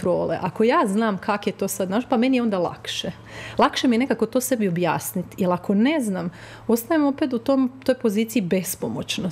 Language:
Croatian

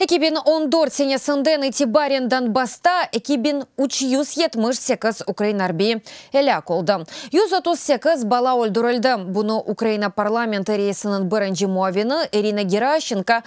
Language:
Crimean Tatar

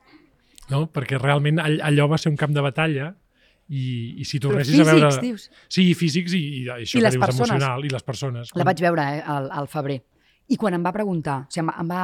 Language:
Catalan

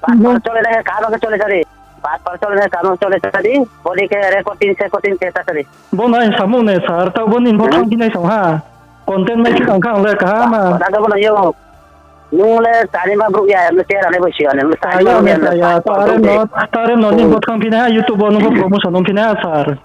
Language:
Riang (India)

